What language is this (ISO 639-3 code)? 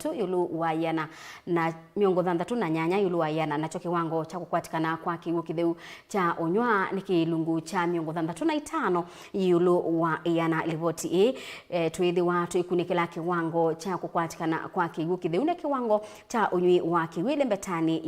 kam